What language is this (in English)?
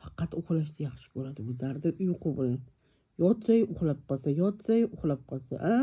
Uzbek